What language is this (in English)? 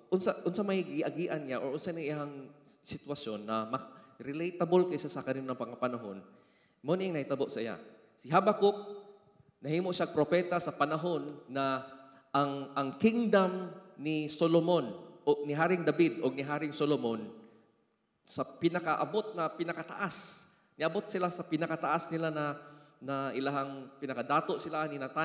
Cebuano